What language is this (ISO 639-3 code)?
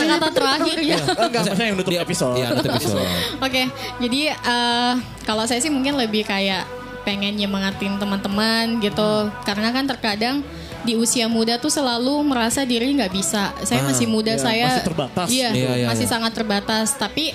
ind